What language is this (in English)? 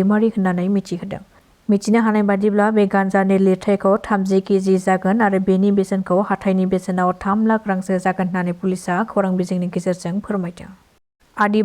Bodo